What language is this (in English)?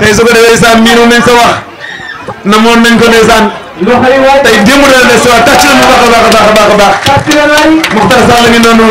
Wolof